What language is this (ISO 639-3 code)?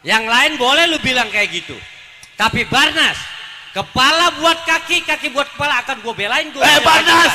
bew